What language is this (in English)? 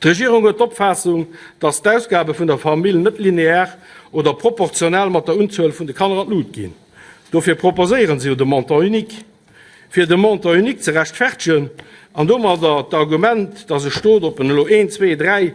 Luxembourgish